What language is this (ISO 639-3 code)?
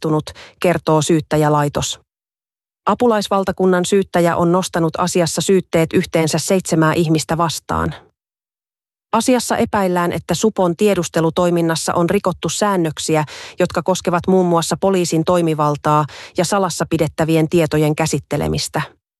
fin